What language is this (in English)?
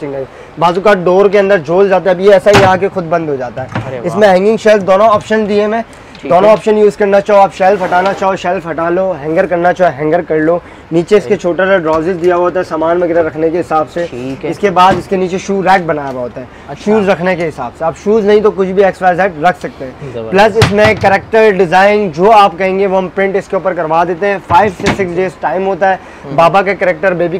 Hindi